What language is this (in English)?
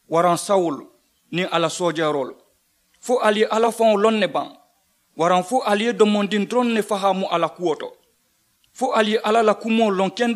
Mandingo